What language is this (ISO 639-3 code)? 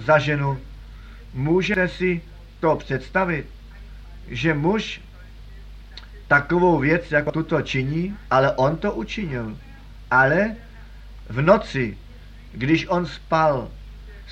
ces